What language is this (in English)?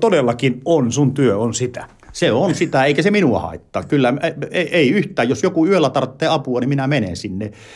Finnish